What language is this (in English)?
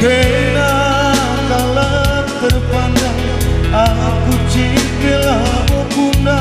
Batak Karo